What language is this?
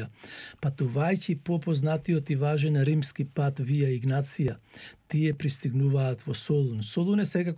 Macedonian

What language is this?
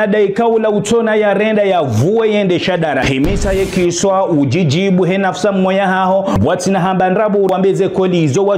Ngazidja Comorian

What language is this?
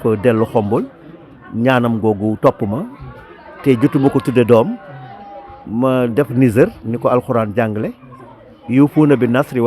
Wolof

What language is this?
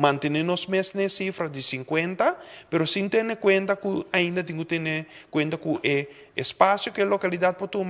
Papiamento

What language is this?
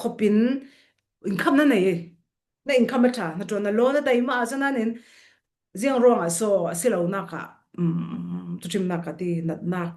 Falam Chin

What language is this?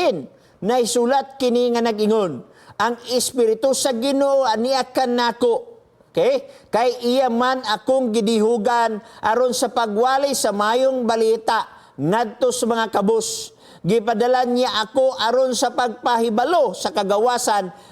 Cebuano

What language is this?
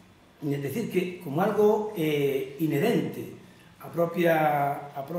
Galician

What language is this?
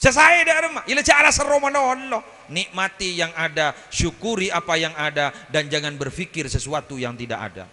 Madurese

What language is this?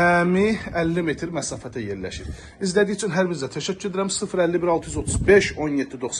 Azerbaijani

